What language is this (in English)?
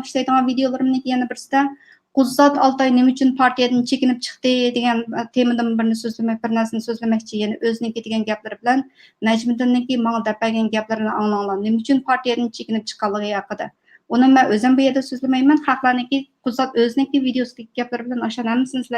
Uyghur